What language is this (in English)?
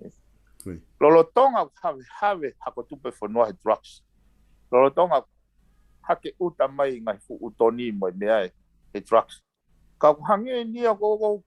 Tongan